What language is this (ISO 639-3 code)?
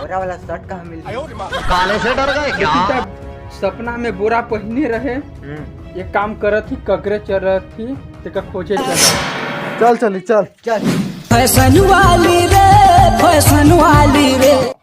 hne